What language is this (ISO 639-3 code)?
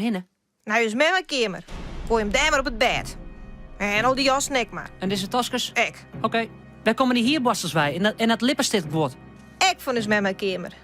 fry